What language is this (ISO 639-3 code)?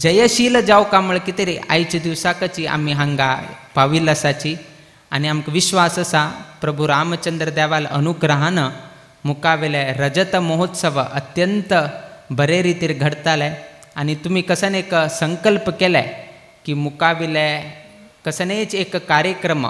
kok